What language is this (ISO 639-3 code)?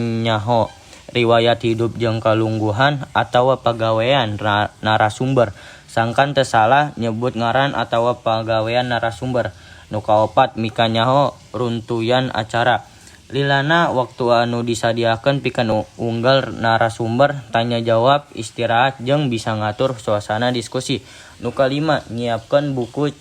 sun